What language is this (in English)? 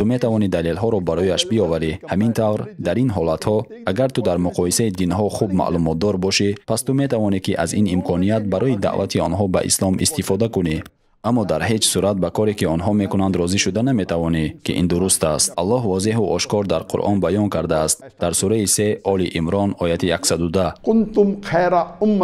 Tajik